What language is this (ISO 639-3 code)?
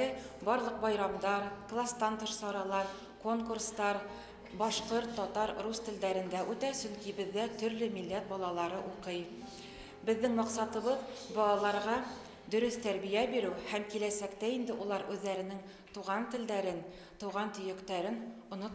bak